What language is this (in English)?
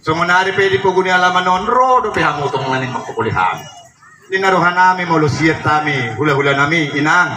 Batak Toba